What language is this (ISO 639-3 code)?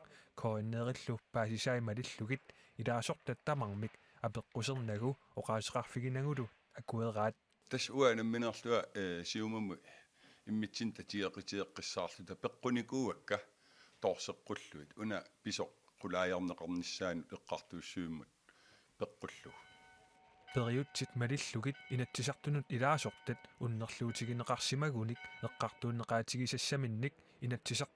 kal